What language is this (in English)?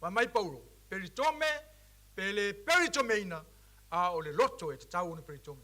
Samoan